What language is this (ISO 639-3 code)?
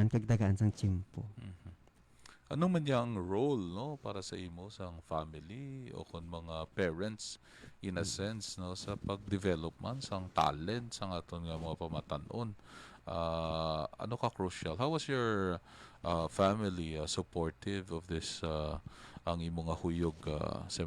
hil